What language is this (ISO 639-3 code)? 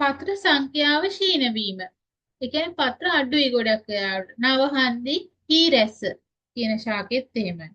sin